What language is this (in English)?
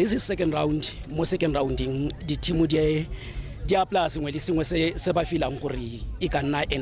Tswana